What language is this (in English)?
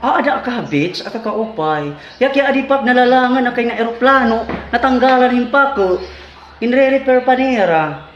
Waray